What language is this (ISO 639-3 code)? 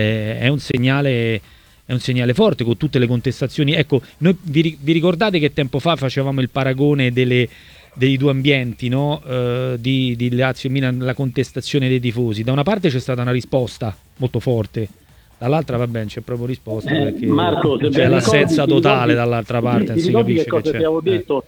ita